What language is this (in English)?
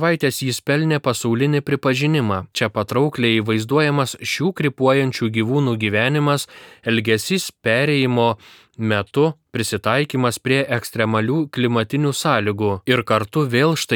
Lithuanian